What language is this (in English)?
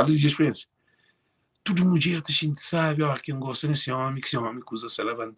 Kabuverdianu